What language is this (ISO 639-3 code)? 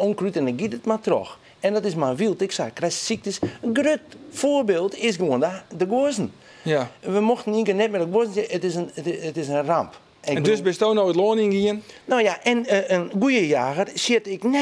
fry